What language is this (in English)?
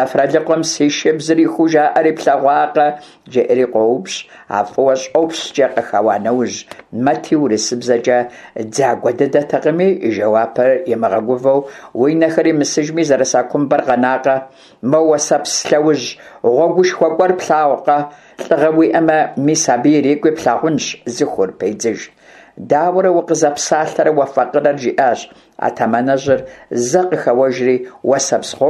Kabardian